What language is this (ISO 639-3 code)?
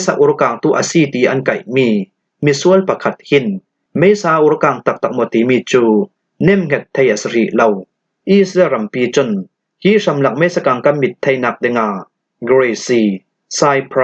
cnh